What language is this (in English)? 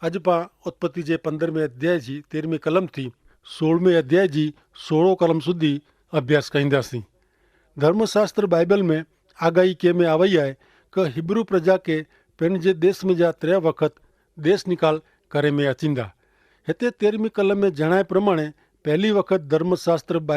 Kachhi